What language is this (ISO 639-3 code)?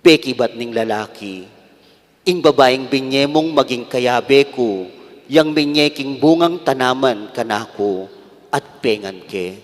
pam